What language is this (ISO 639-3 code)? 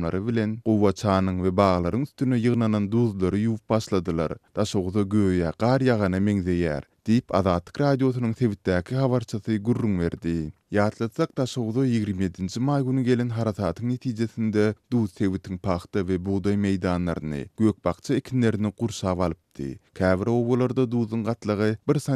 tuk